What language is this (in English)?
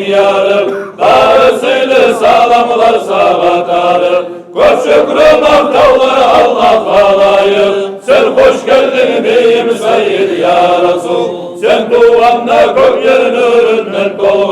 Kumyk